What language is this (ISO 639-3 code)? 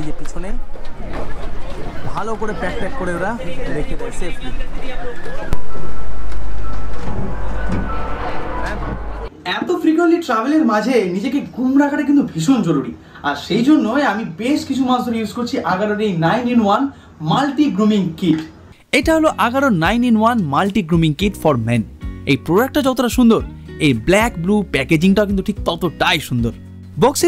ben